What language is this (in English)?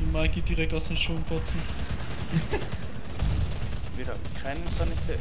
Swiss German